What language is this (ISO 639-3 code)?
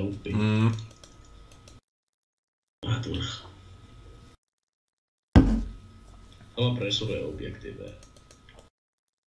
fin